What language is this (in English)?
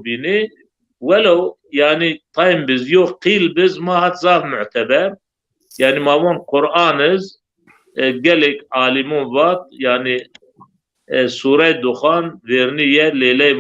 Zaza